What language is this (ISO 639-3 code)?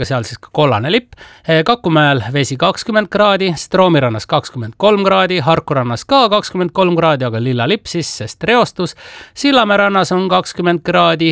est